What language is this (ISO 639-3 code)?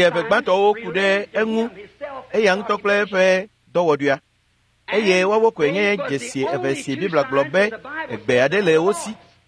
ewe